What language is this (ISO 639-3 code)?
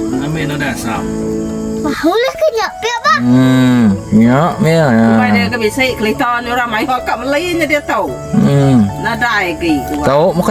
iba